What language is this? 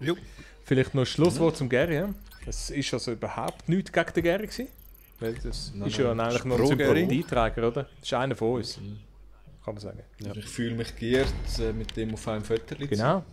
Swiss German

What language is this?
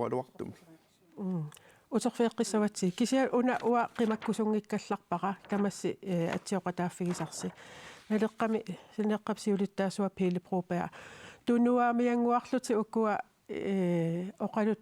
Kalaallisut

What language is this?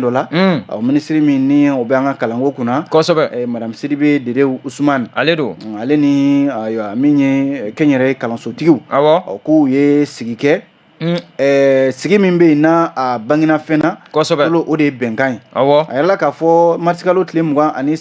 Bambara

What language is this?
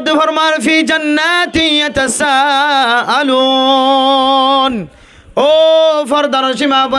Rohingya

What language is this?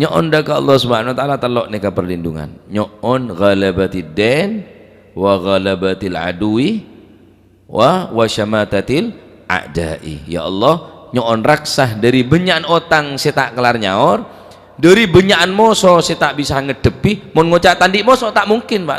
Madurese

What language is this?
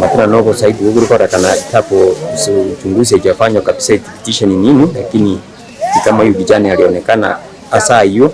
Gusii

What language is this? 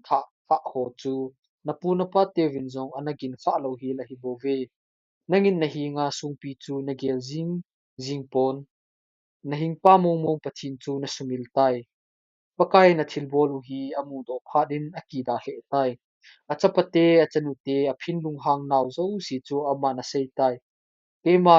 Thado Chin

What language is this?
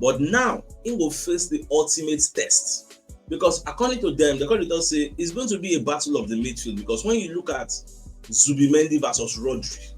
Nigerian Pidgin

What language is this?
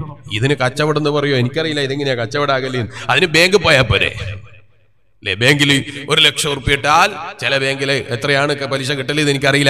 Malayalam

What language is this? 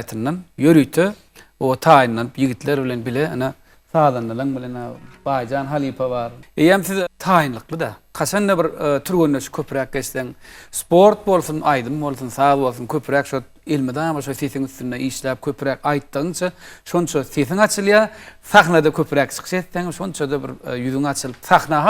Turkmen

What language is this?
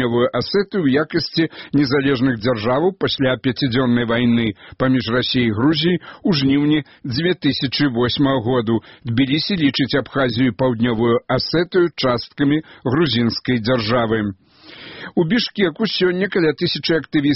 Belarusian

